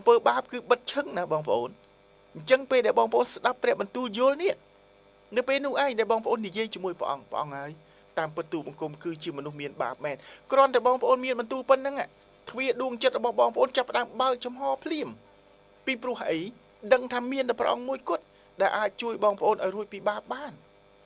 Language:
Khmer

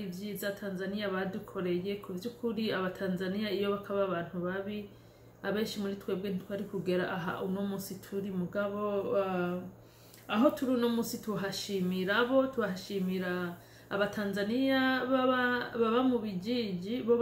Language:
Rundi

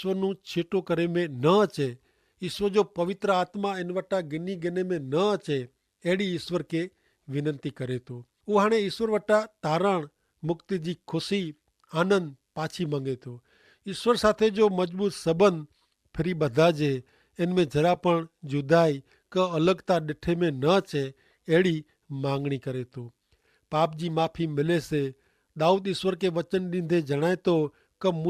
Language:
Kachhi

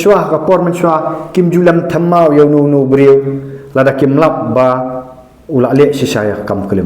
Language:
Khasi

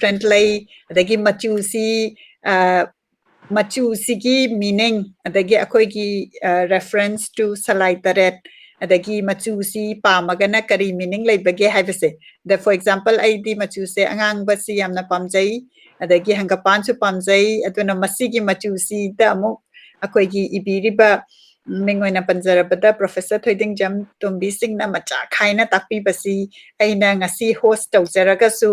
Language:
Manipuri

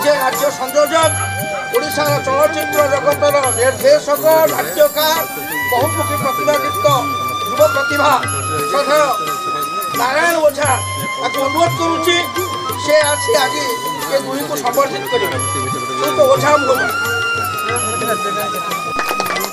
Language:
Odia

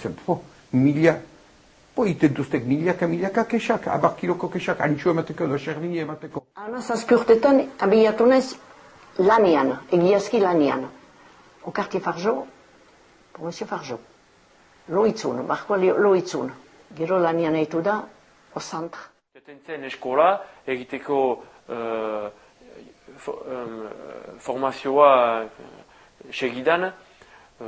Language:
Basque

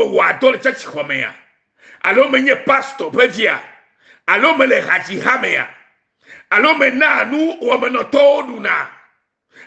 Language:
Ewe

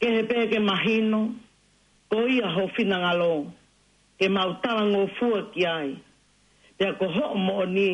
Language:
Tongan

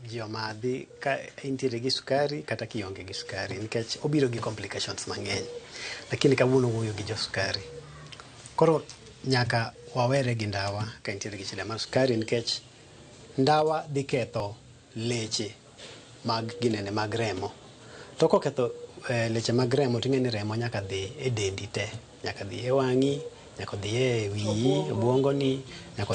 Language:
Luo (Kenya and Tanzania)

